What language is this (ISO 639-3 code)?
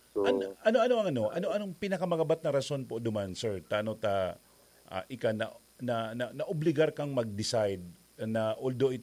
bik